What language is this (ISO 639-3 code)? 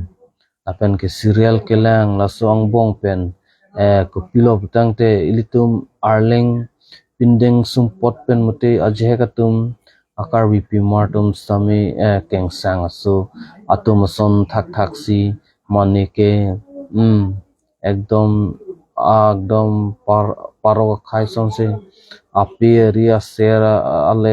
mjw